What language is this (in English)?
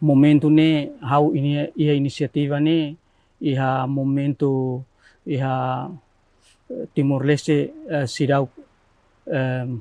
Tetum